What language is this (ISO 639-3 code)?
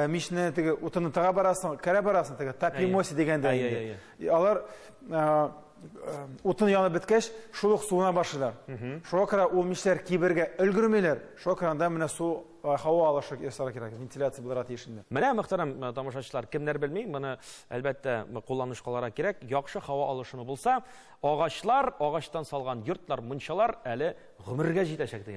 tat